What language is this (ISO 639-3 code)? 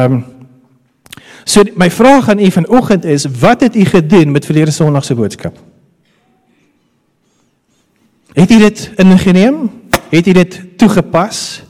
afr